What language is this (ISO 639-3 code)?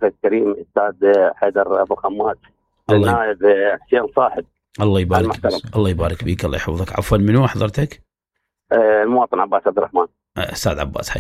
acm